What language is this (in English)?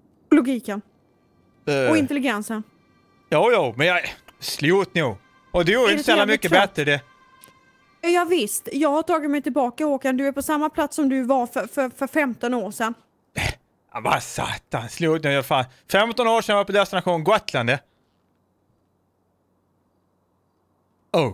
Swedish